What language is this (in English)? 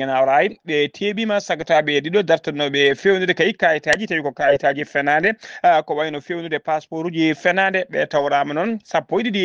Fula